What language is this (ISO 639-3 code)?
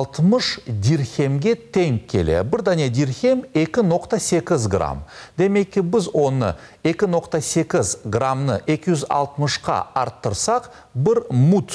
crh